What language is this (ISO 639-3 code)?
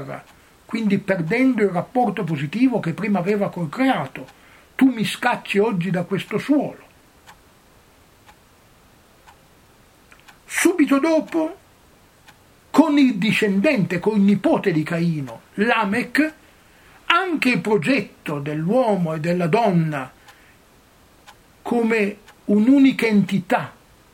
ita